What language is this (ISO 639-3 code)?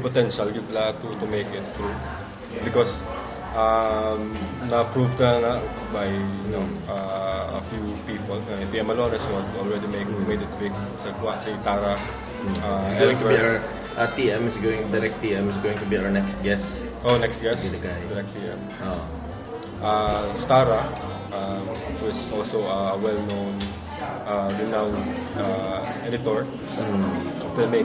hil